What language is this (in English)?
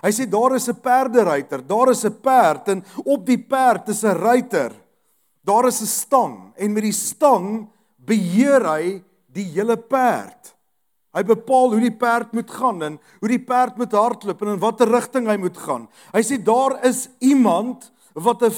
Afrikaans